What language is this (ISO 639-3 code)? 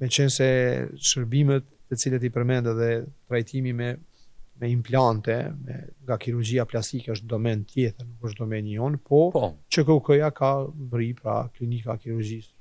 sqi